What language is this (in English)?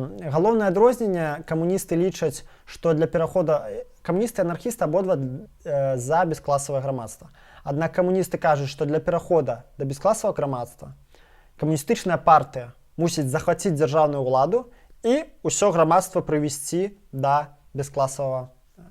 Belarusian